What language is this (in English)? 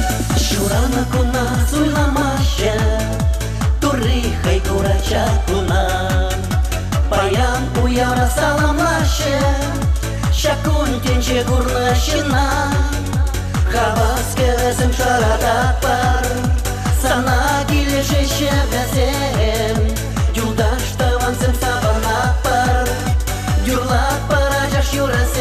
Chuvash